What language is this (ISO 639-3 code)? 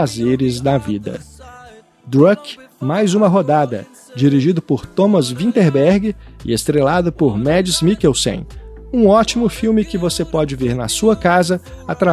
por